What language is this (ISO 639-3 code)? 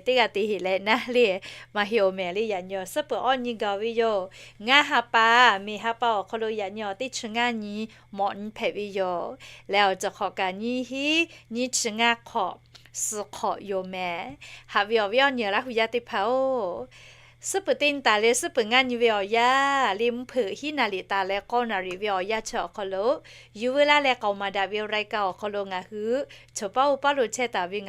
lhu